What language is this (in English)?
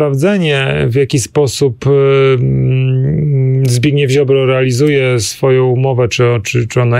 Polish